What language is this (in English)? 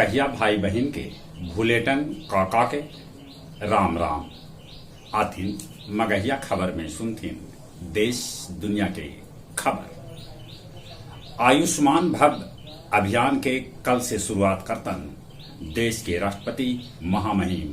Magahi